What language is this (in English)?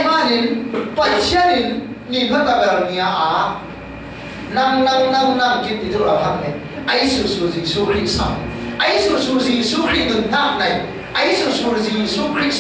Falam Chin